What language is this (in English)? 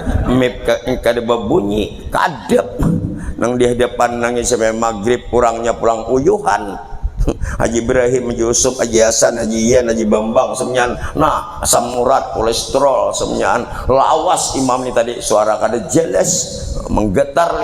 Banjar